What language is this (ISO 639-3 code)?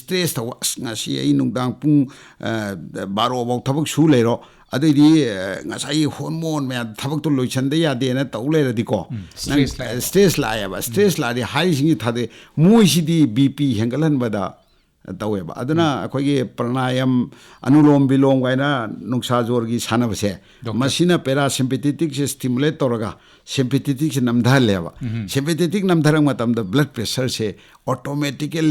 mni